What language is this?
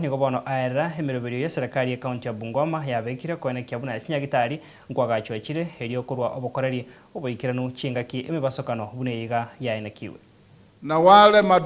Gusii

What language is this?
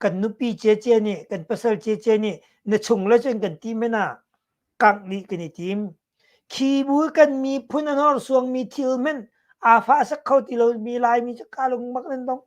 Hakha Chin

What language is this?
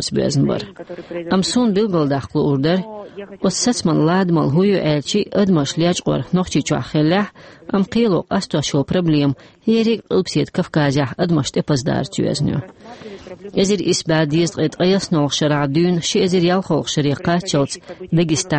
Chechen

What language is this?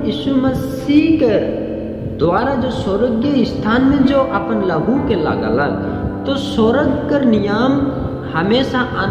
Sadri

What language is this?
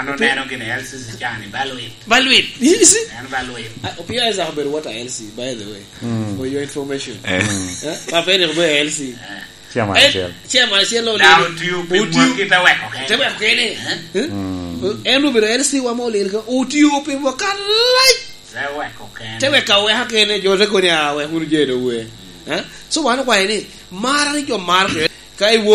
Lango (Uganda)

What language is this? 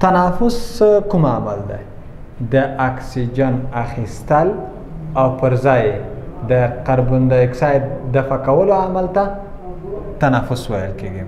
Pashto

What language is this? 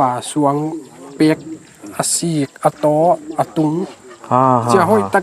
Paite Chin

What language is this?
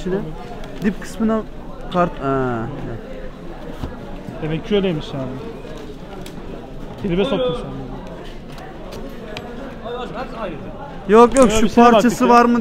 Turkish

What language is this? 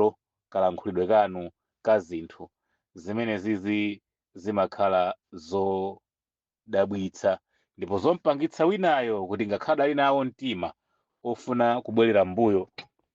Nyanja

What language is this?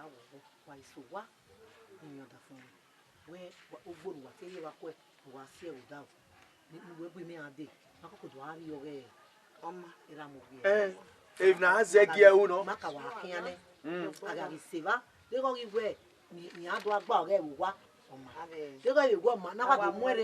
Bini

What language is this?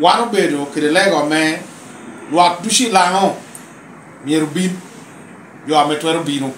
Lango (Uganda)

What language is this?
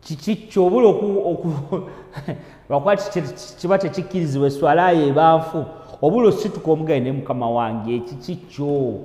Ganda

